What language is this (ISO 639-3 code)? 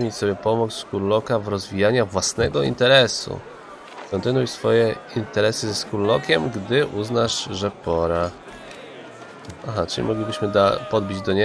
pol